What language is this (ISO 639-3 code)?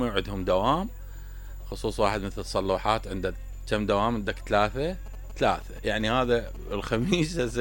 acm